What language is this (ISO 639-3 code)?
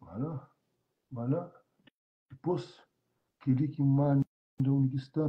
kea